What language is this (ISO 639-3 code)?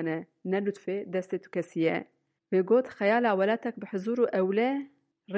kur